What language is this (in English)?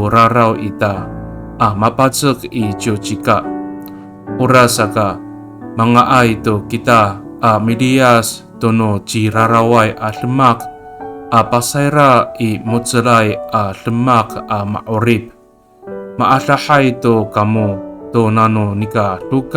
Amis